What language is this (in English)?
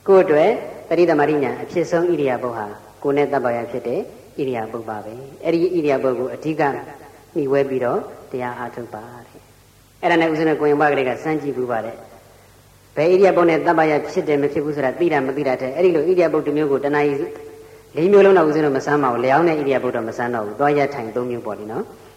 Burmese